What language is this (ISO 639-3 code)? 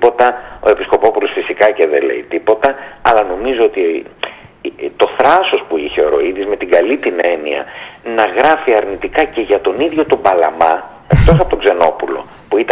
ell